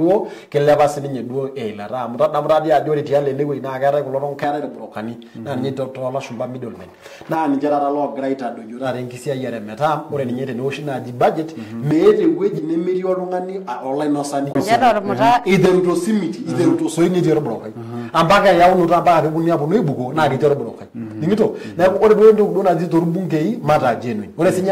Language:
Masai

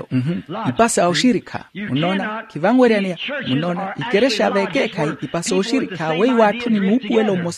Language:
Makhuwa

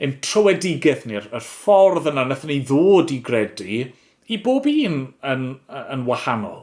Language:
Welsh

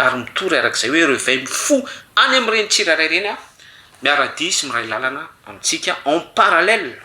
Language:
Malagasy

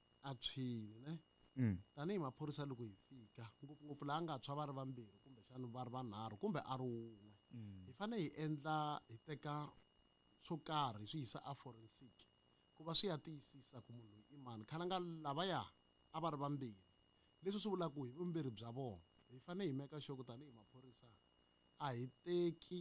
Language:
Tsonga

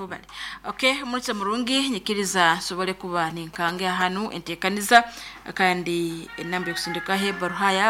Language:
Nyankole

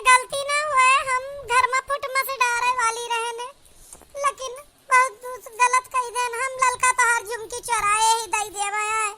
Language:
Awadhi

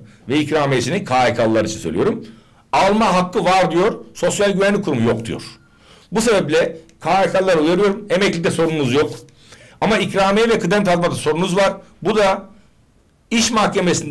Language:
Turkish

